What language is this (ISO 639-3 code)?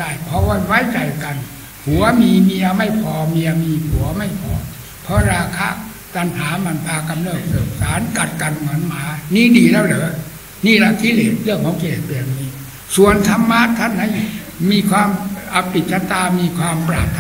tha